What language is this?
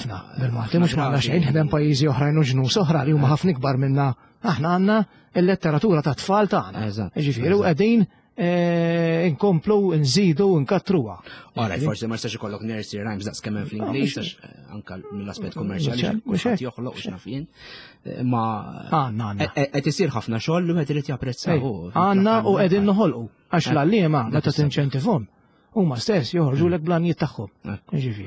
Maltese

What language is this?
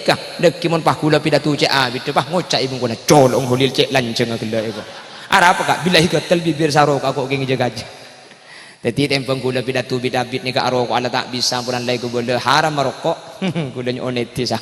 Madurese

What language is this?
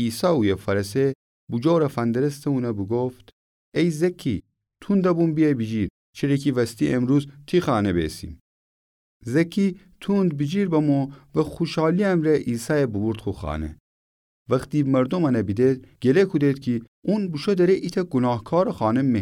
Gilaki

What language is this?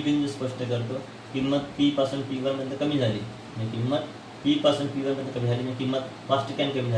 Marathi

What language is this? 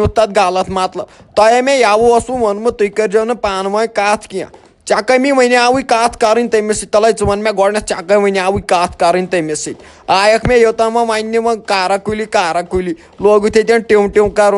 Kashmiri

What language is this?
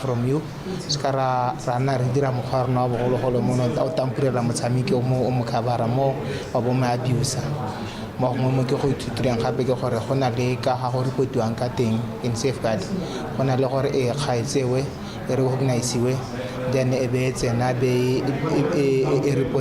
Tswana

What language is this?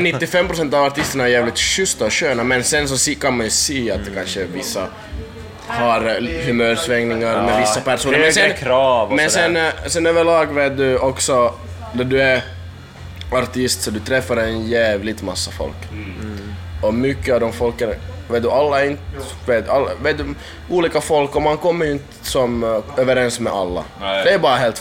Swedish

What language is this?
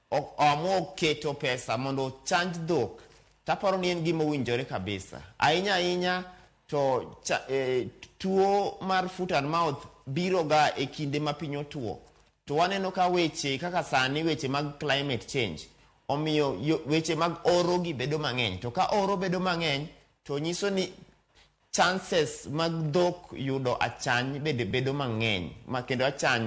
Luo (Kenya and Tanzania)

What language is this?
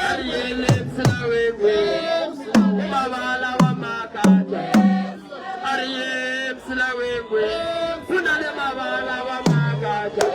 Northern Sotho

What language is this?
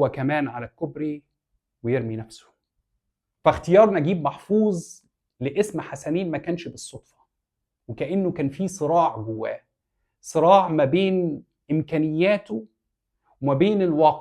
Egyptian Arabic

